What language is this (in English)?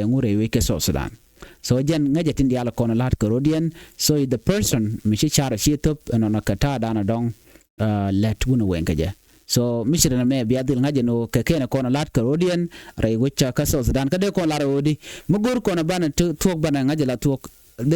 Nuer